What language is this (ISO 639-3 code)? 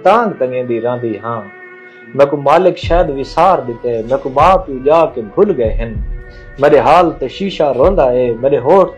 skr